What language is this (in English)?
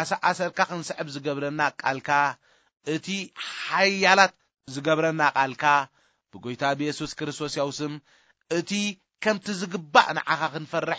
Tigrinya